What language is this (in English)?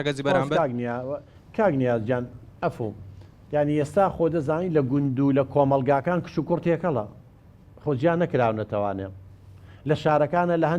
Central Kurdish